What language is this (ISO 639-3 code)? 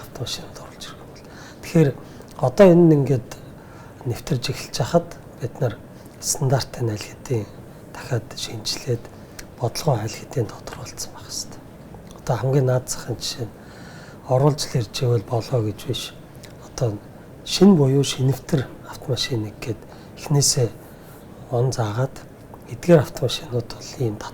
mon